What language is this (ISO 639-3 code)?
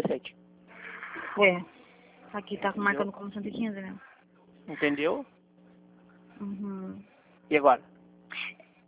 por